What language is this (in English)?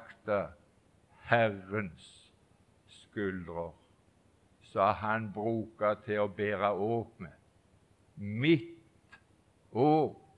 Norwegian